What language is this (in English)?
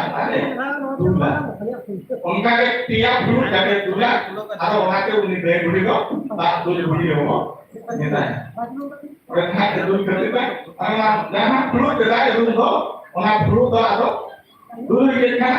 Santali